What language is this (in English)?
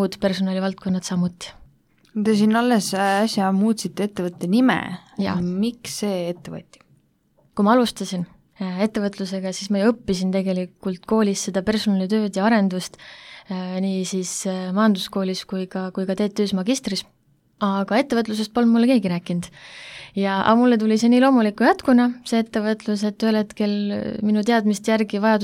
Estonian